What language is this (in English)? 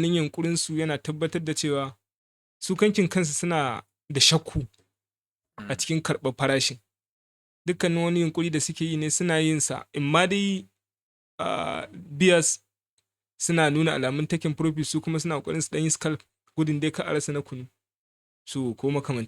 Hausa